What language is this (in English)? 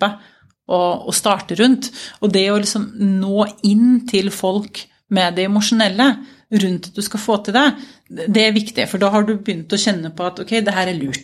Norwegian